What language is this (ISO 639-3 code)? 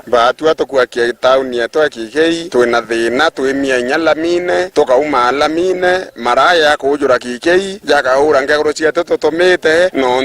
mer